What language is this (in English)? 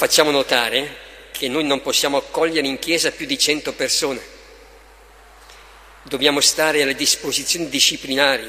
Italian